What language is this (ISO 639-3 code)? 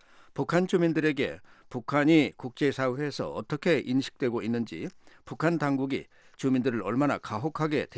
kor